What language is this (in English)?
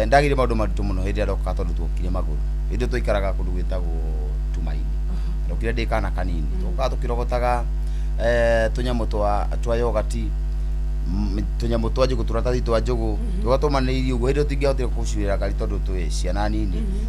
Kikuyu